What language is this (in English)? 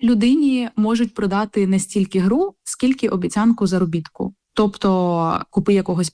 Ukrainian